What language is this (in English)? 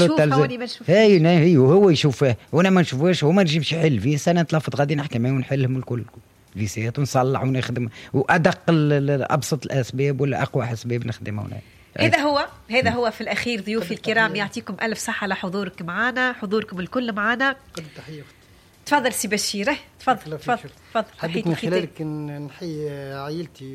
Tunisian Arabic